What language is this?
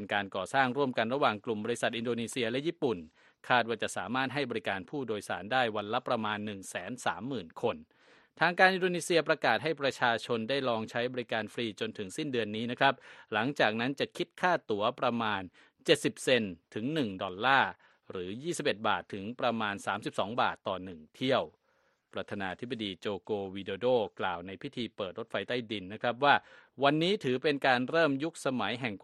Thai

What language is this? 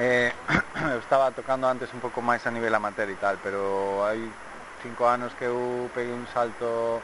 Galician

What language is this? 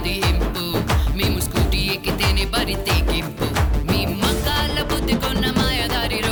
Telugu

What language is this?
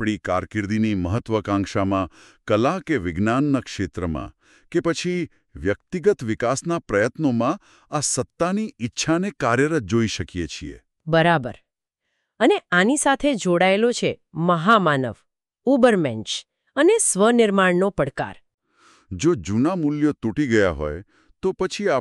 Gujarati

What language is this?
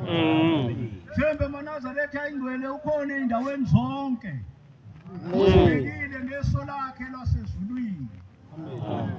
Zulu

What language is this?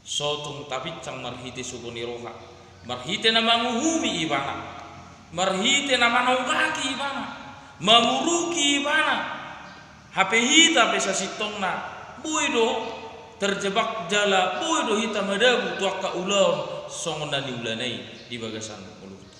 Batak Toba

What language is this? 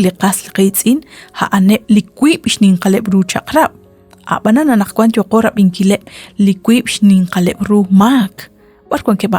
Kekchí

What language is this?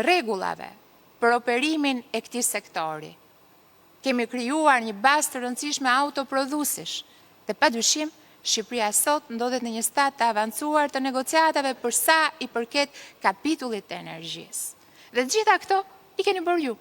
Albanian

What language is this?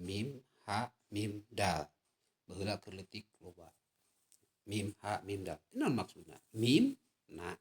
Sundanese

